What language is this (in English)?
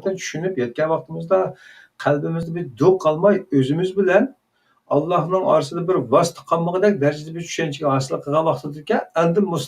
Uyghur